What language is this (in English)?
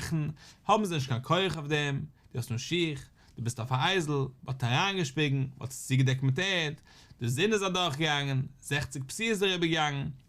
Yiddish